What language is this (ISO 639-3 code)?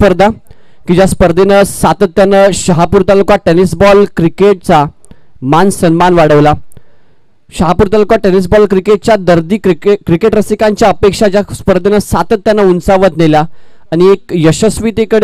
mar